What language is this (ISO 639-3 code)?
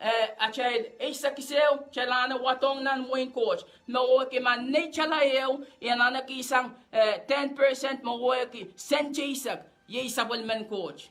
pon